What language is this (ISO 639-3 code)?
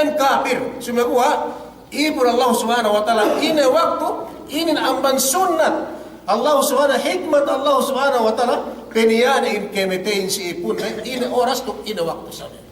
yka